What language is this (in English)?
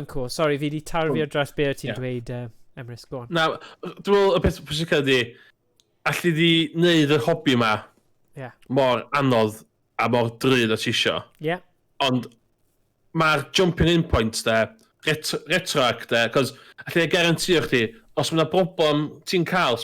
Welsh